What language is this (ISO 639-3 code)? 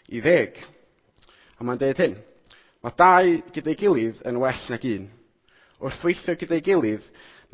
cym